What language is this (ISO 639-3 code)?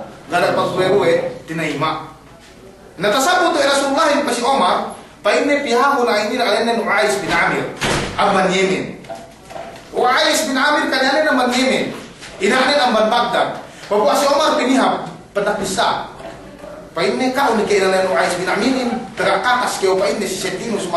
yka